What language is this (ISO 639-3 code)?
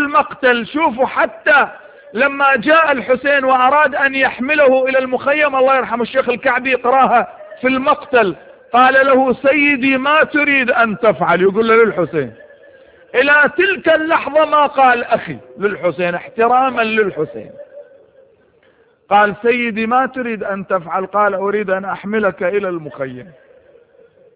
ara